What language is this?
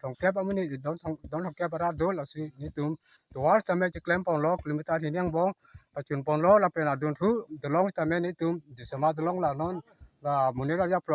Karbi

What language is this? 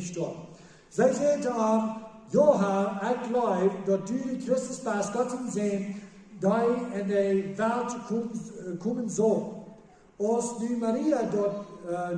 Plautdietsch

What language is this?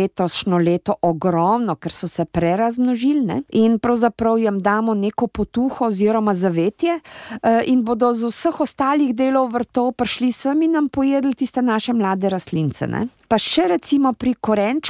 Slovenian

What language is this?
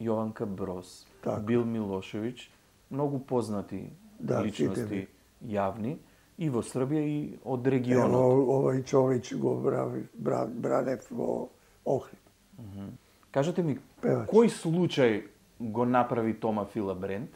Macedonian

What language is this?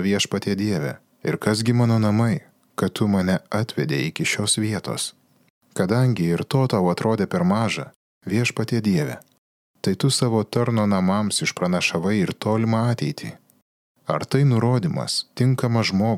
Lithuanian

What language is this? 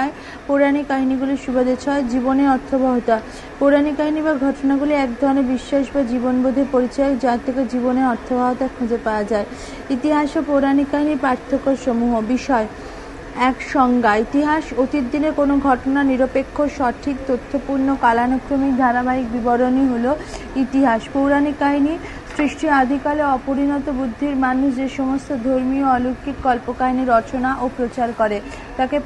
Bangla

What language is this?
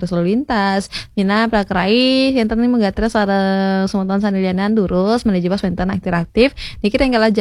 Balinese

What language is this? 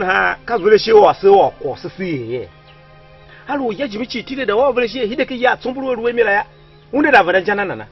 Tiv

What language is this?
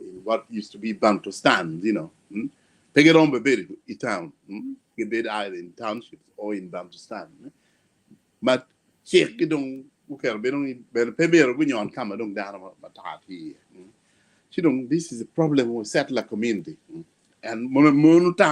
Acoli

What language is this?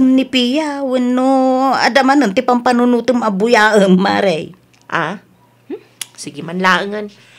Iloko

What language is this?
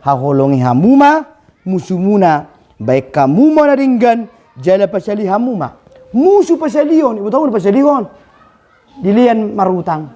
Batak Toba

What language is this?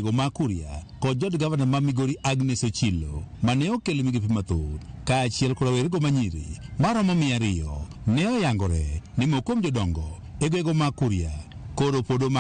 Luo (Kenya and Tanzania)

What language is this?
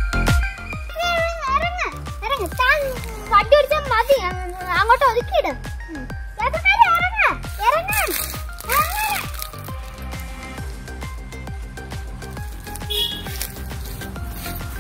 Malayalam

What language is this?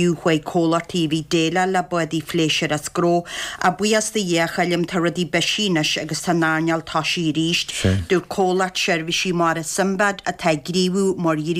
Irish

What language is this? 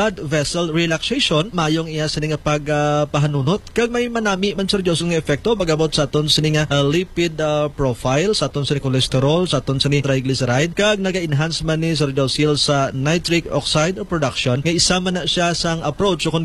Hiligaynon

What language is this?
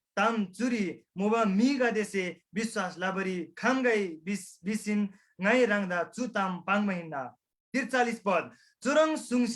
Eastern Tamang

